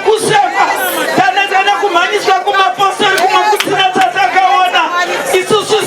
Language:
Shona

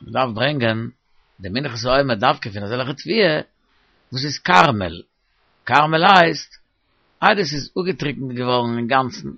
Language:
Yiddish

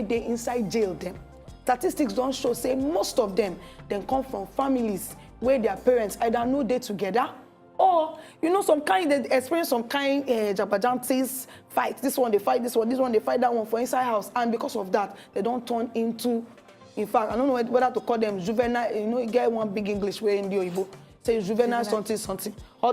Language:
Nigerian Pidgin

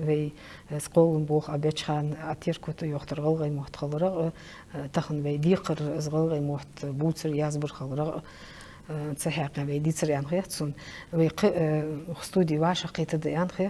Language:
Ingush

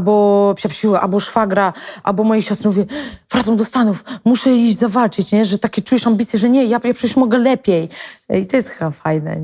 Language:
Polish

